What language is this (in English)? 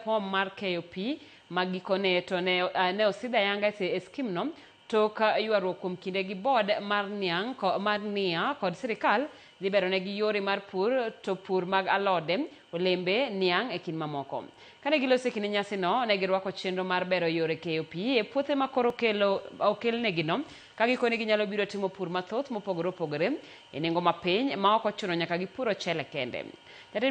Luo (Kenya and Tanzania)